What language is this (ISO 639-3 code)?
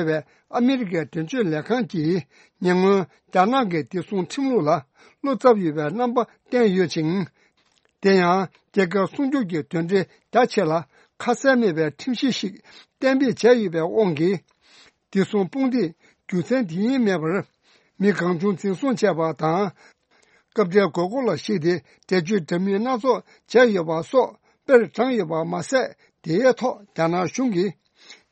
bod